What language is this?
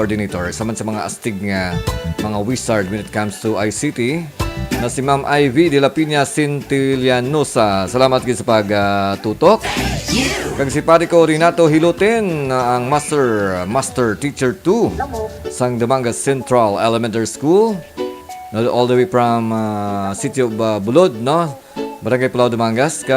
Hiligaynon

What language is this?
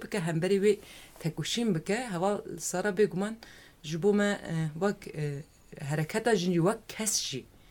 Kurdish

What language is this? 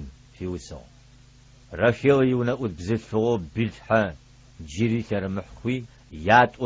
Adyghe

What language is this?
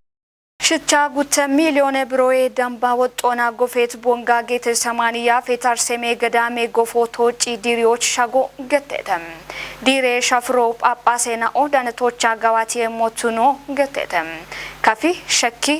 Kafa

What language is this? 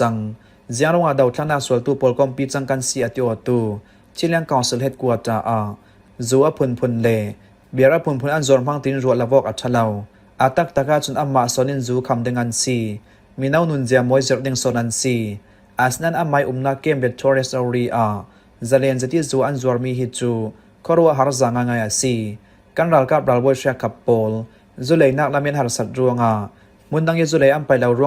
Falam Chin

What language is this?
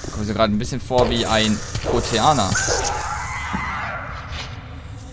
German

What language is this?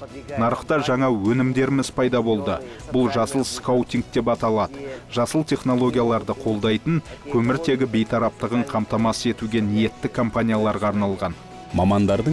Kazakh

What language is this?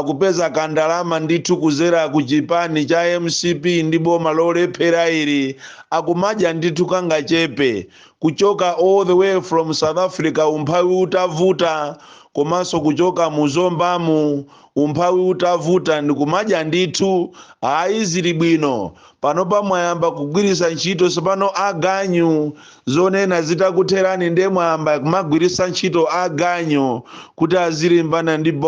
Nyanja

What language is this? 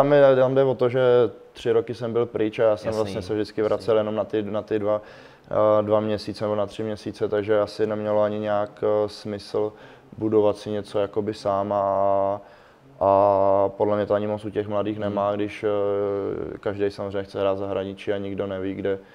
Czech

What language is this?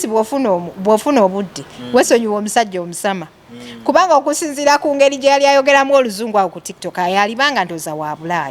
Ganda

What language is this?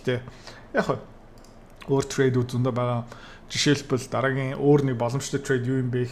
Mongolian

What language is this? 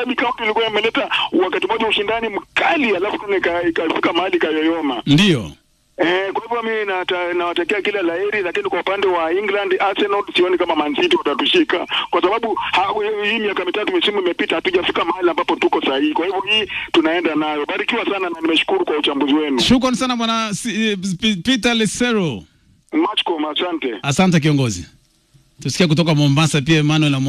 Swahili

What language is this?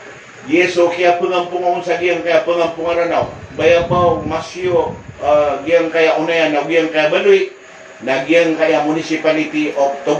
Maranao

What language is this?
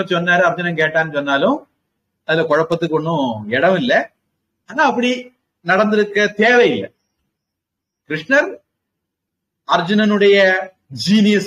Tamil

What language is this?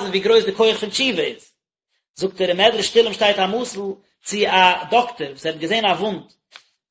Yiddish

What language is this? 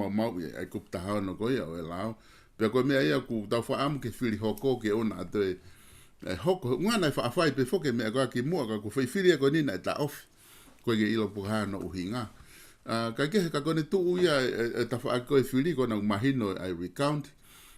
Tongan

